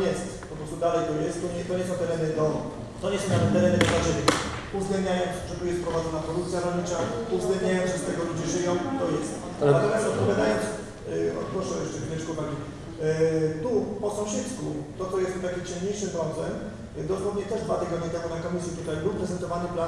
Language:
Polish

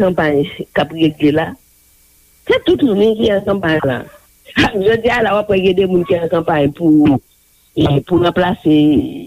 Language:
Haitian Creole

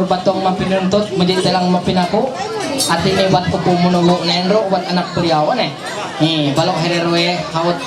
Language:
Ma'anyan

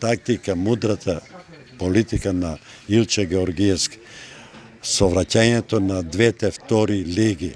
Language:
Macedonian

